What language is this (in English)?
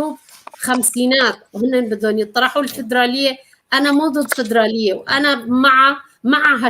North Levantine Arabic